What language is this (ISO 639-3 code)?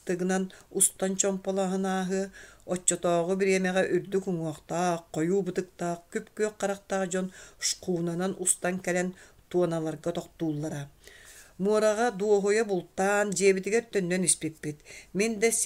sah